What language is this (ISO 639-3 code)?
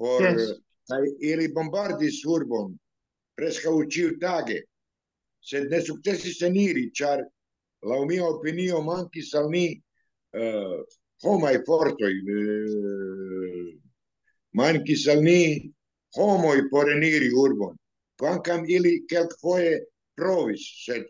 epo